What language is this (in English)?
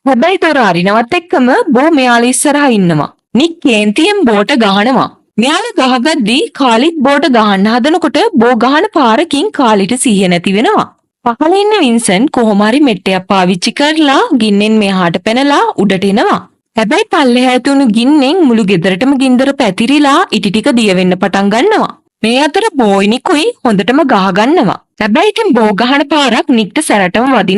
Sinhala